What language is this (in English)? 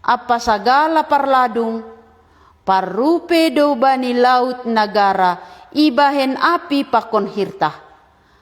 Batak Simalungun